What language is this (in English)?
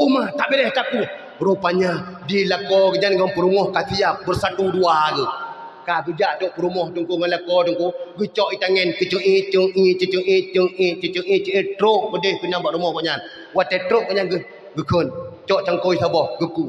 Achinese